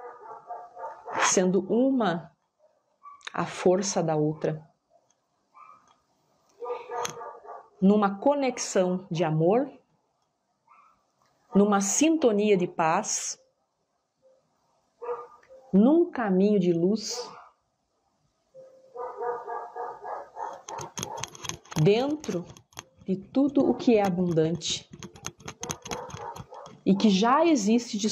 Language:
Portuguese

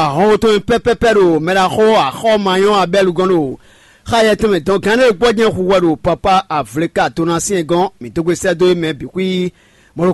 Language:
Fon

